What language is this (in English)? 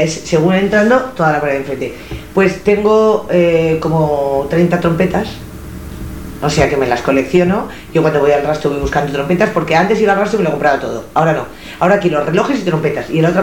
Spanish